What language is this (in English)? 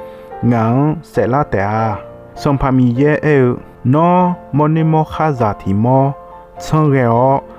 Akha